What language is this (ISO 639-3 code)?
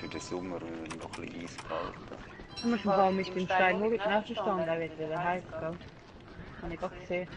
gsw